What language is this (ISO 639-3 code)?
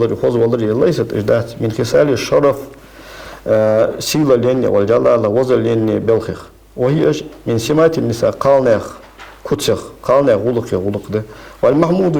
inh